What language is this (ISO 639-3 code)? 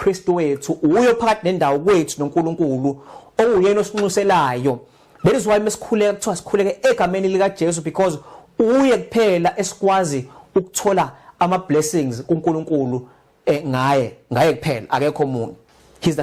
zul